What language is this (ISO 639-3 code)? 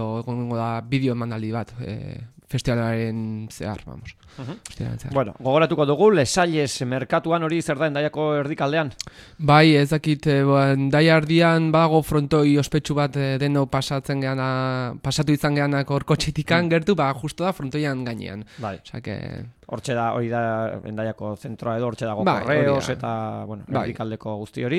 eus